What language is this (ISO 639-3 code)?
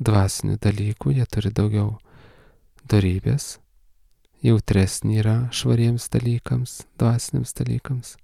lit